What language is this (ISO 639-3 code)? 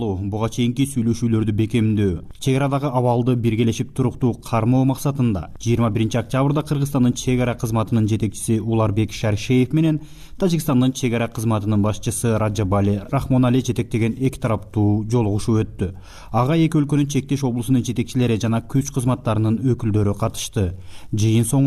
kir